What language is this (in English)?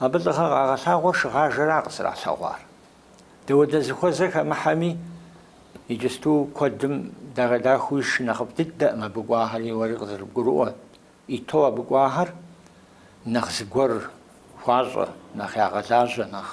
Kabardian